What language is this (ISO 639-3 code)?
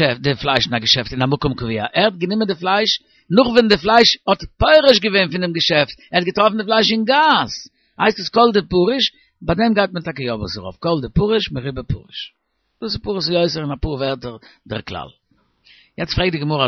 yid